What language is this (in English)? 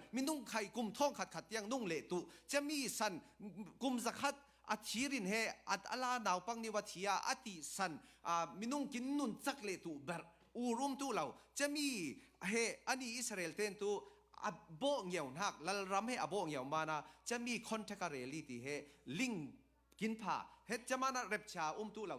Falam Chin